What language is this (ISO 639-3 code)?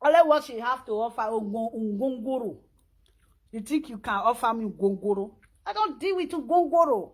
pcm